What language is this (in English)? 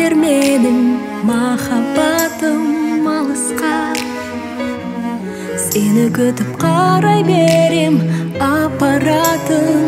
Kazakh